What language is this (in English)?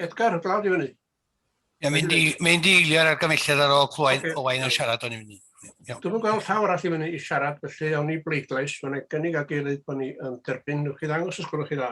Welsh